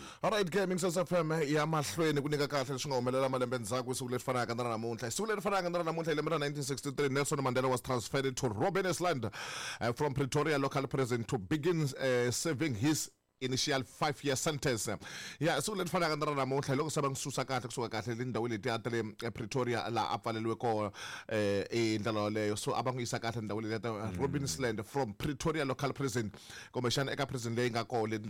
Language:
Tsonga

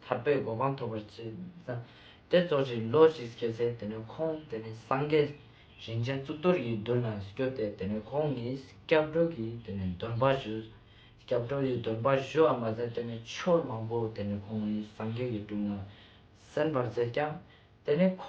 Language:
Ladakhi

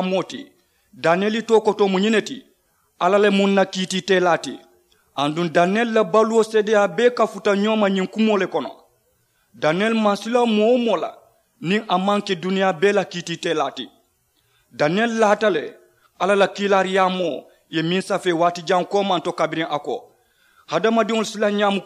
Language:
Mandingo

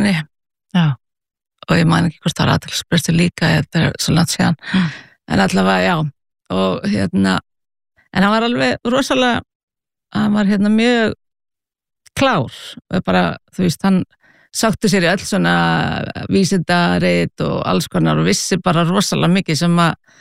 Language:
Icelandic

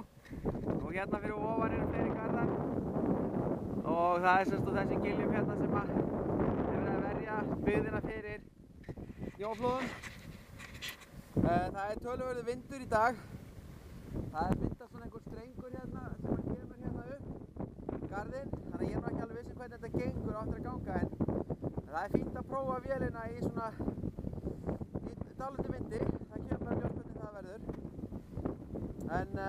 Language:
Icelandic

